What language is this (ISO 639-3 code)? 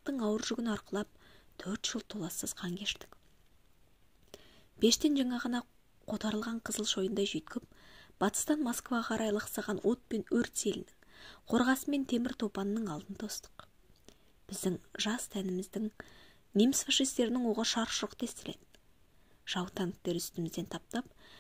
kaz